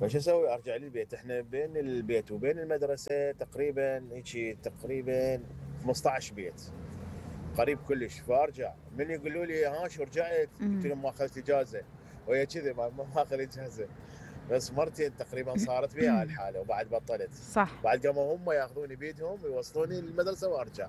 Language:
Mesopotamian Arabic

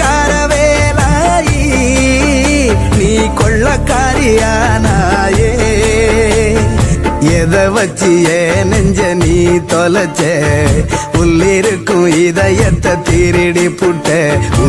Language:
Tamil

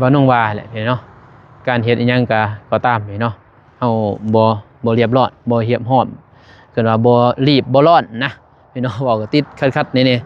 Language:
Lao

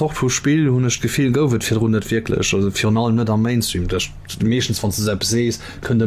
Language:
Luxembourgish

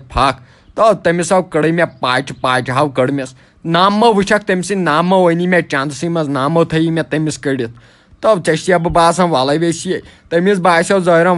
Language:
Kashmiri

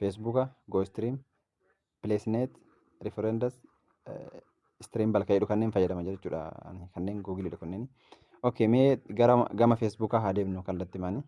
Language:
Oromo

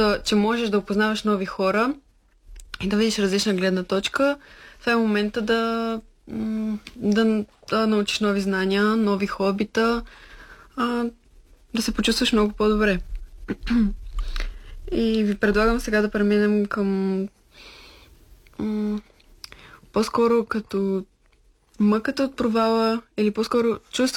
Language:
Bulgarian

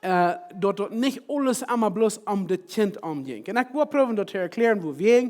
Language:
Plautdietsch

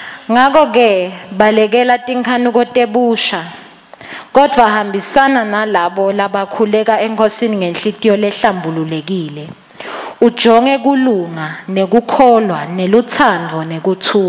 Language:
Swati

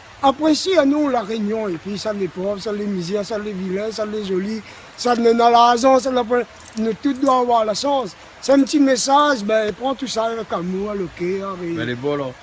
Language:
Réunion Creole French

